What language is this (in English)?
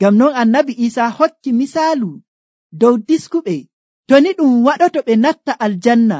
Nigerian Fulfulde